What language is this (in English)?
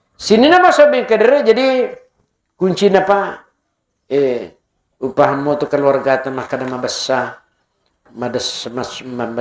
Buginese